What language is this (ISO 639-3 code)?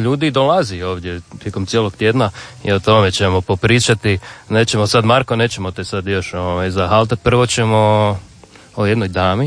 hrv